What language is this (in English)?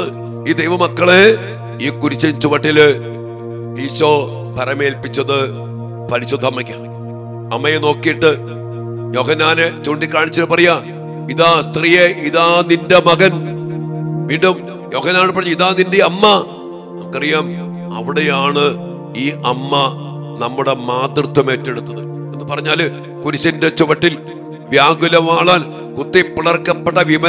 Malayalam